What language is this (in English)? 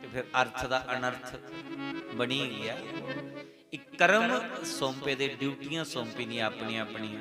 Dogri